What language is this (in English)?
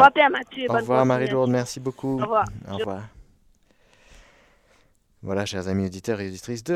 French